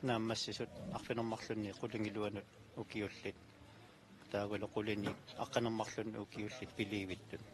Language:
Kalaallisut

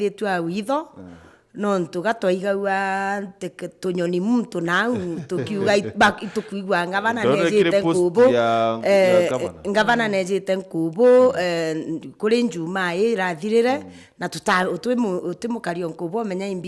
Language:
Meru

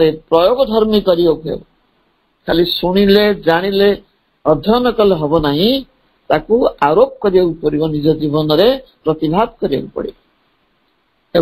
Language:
Odia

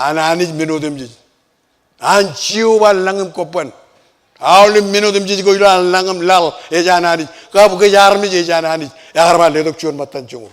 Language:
Marshallese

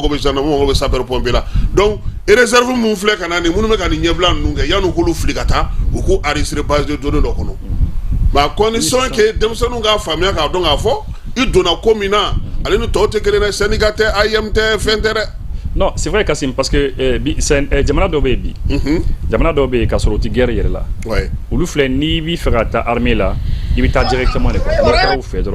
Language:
Bambara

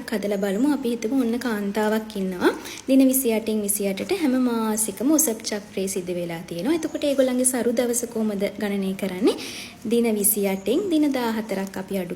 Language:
Sinhala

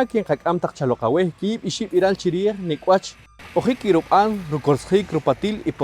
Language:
Poqomchi'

